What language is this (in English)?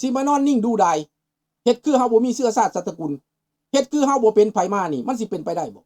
Lao